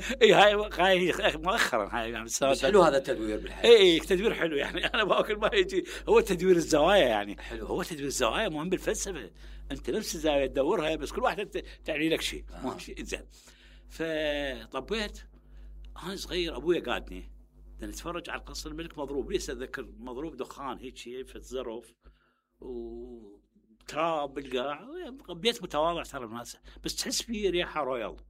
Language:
Mesopotamian Arabic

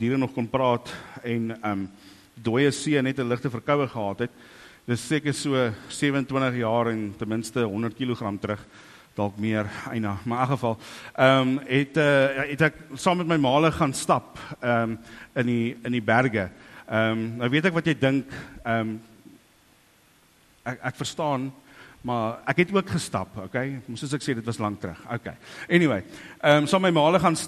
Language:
Afrikaans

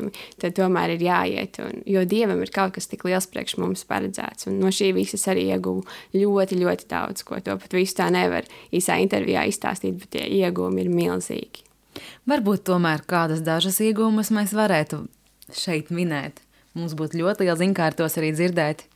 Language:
Latvian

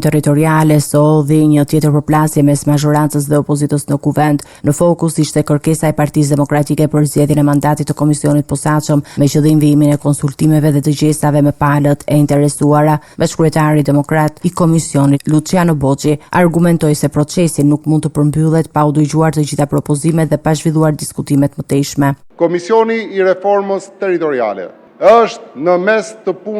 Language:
Albanian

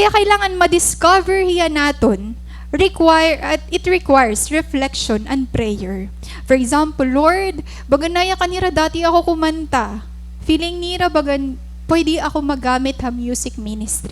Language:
Waray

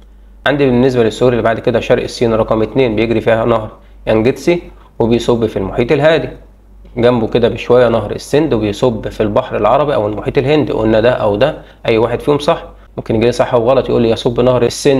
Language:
Egyptian Arabic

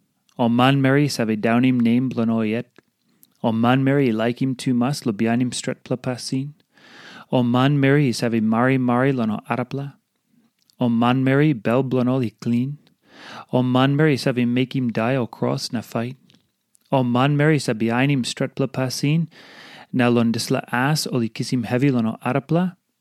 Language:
Tok Pisin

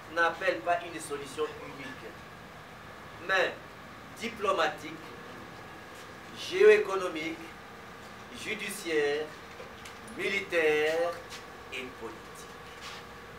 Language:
French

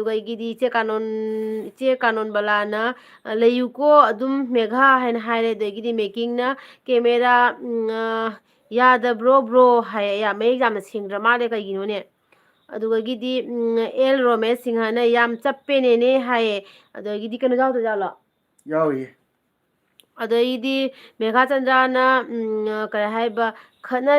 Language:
Manipuri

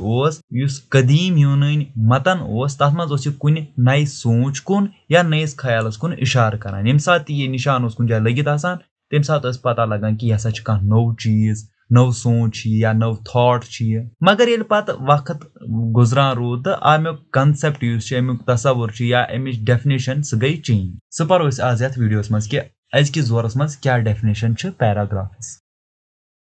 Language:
Kashmiri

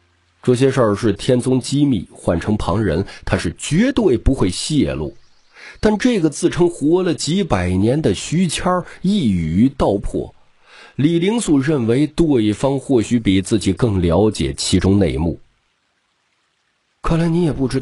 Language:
Chinese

